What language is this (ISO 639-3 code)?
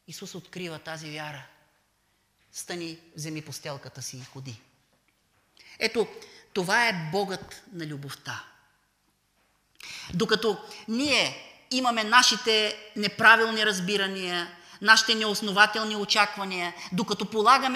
bul